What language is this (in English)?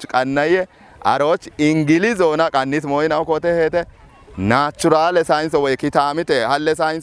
Kafa